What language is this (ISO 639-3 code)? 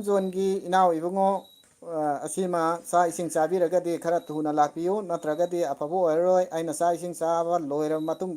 mni